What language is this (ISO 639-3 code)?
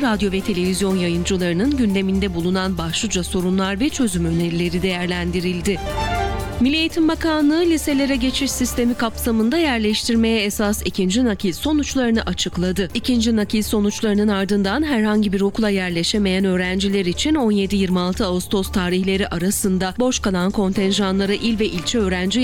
tur